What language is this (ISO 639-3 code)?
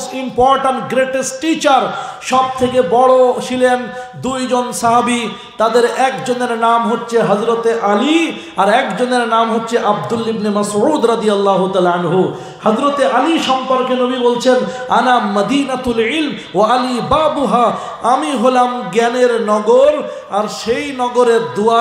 ben